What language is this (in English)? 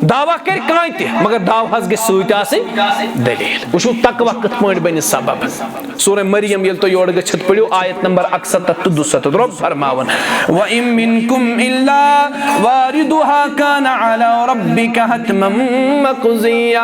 Kashmiri